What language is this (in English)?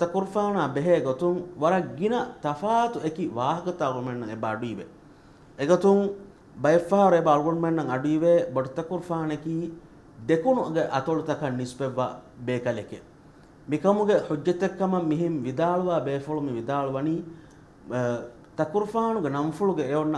Divehi